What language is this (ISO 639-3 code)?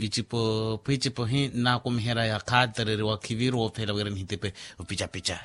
vmw